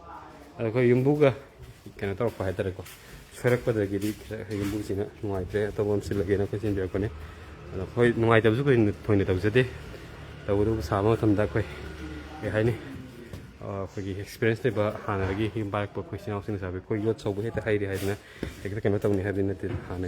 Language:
Manipuri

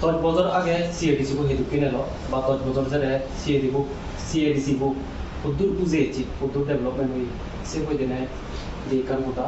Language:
Chakma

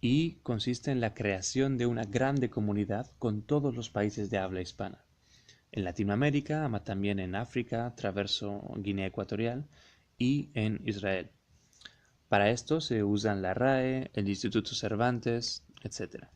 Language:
Ladino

